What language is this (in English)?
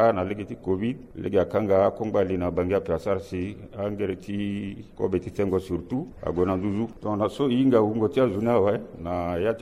Sango